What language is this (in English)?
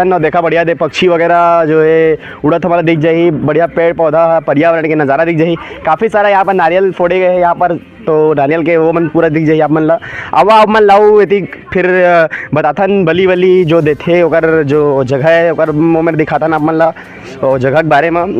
Chhattisgarhi